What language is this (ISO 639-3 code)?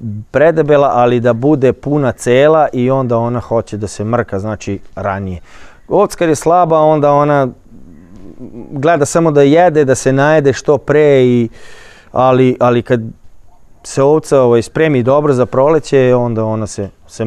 srp